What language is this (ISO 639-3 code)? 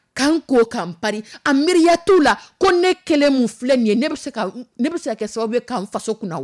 dyu